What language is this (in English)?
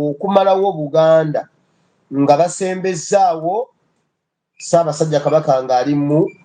Ganda